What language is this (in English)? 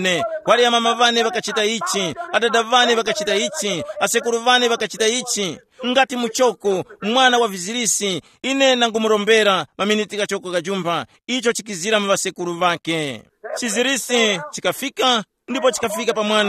Tumbuka